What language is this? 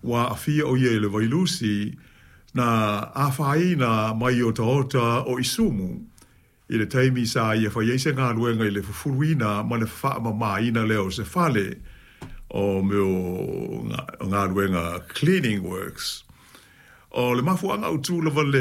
Samoan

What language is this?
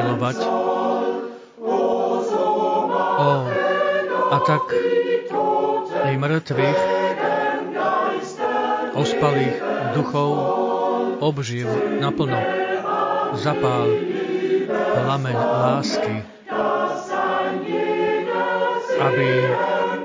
Slovak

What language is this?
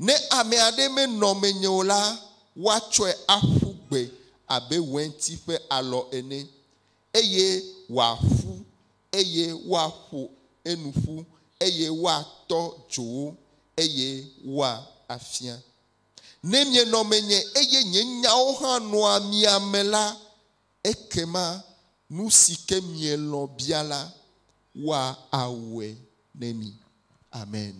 Ewe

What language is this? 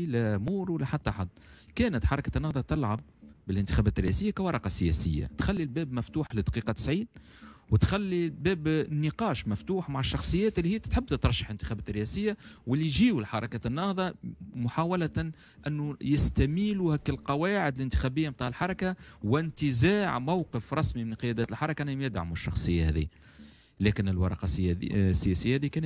Tunisian Arabic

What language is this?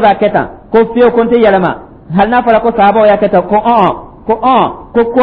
Dyula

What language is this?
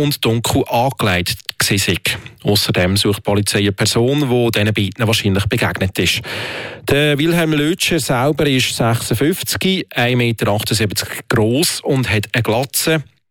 German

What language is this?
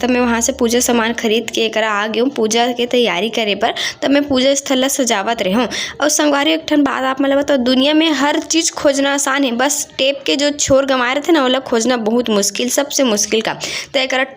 Chhattisgarhi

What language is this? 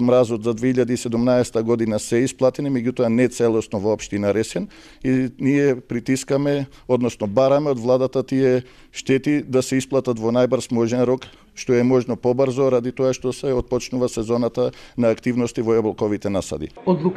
Macedonian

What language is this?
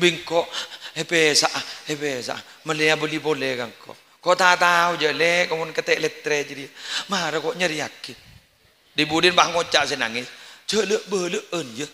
Madurese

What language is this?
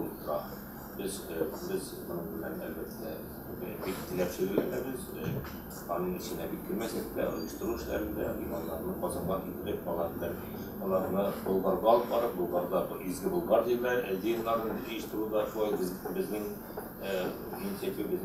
Tatar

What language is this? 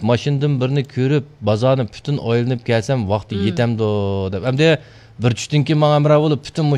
Uyghur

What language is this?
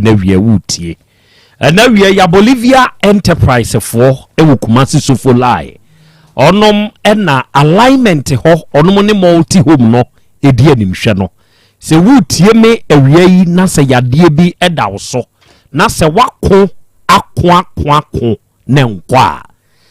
Akan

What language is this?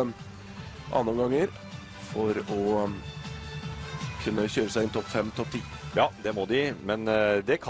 Norwegian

